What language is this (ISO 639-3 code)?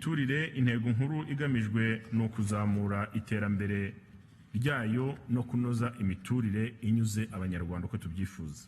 kin